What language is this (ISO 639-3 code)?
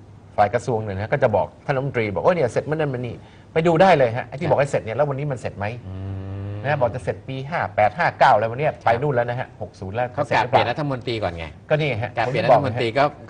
tha